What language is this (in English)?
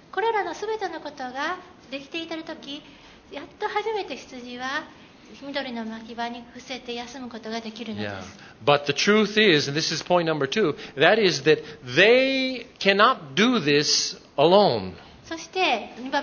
Japanese